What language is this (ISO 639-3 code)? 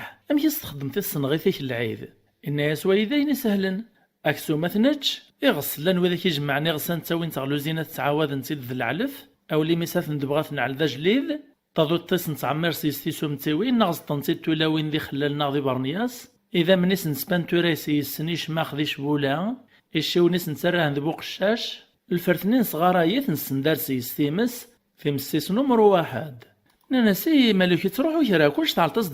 kab